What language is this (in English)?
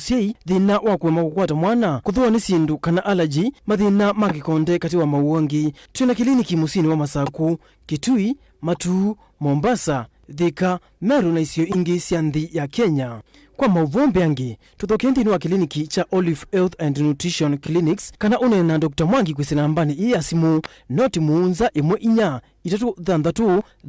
Kamba